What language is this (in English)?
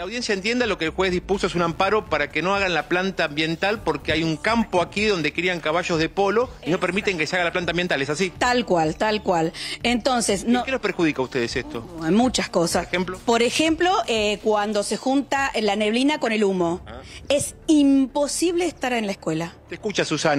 Spanish